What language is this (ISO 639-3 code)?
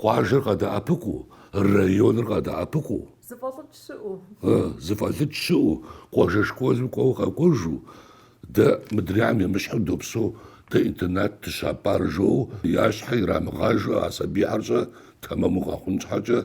kbd